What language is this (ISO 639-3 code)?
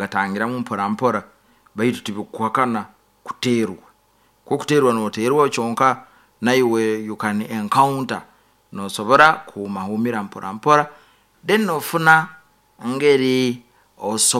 nyo